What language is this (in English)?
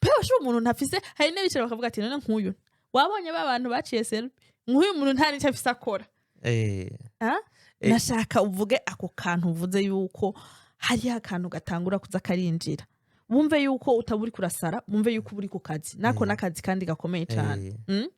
Rundi